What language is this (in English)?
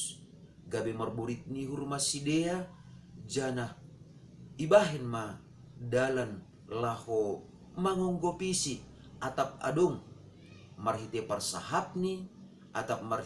Batak Simalungun